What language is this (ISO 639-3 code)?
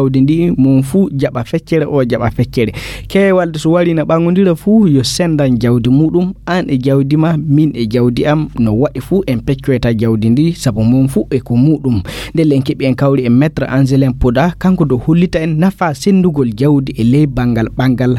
ful